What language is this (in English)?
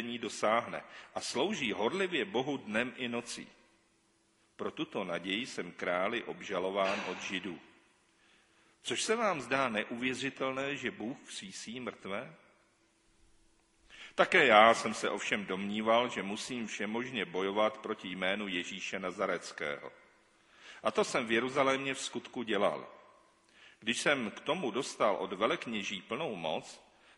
Czech